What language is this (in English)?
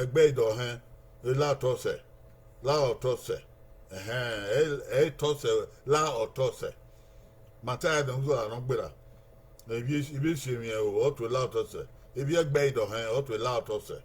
Bini